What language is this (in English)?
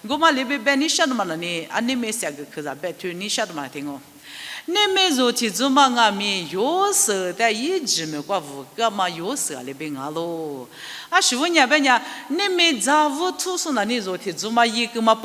Lisu